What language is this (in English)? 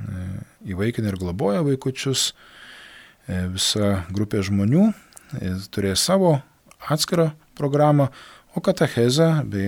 Lithuanian